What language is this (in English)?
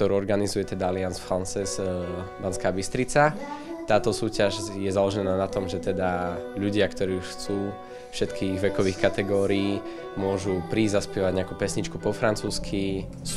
Slovak